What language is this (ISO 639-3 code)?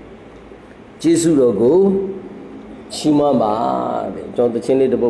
mya